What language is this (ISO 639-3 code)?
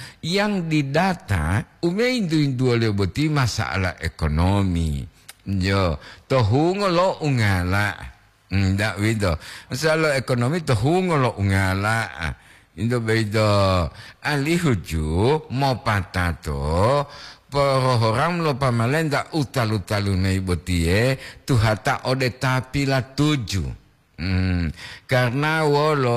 gor